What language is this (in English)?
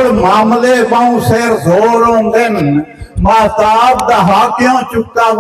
Saraiki